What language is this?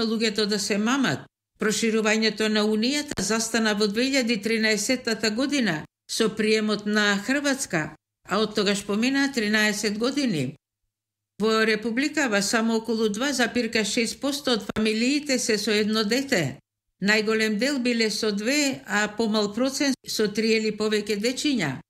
Macedonian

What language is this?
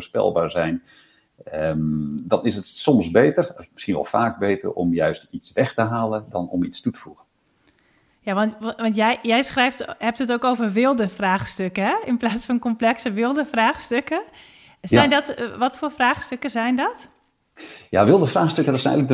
Dutch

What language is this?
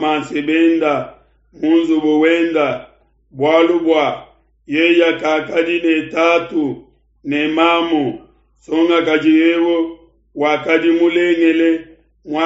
Luba-Lulua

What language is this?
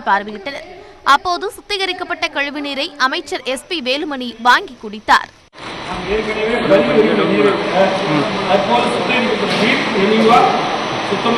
Tamil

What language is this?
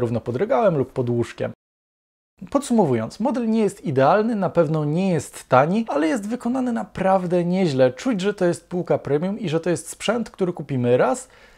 Polish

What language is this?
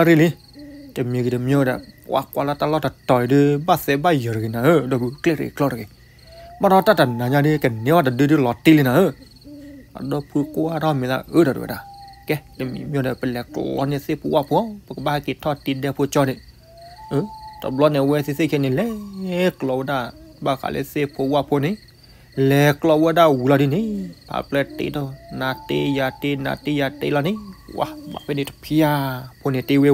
S'gaw Karen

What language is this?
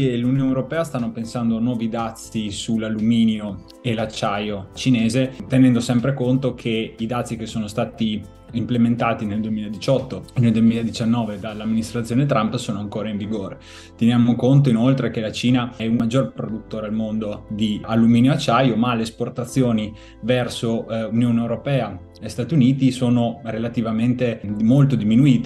Italian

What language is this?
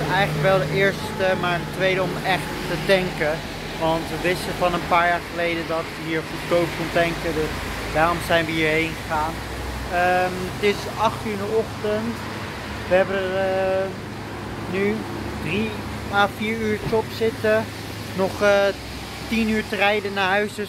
Dutch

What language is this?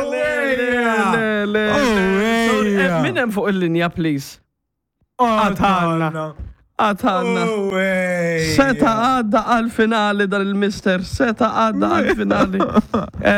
Maltese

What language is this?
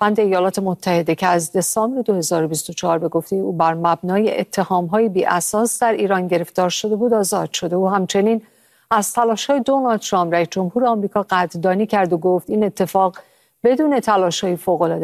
Persian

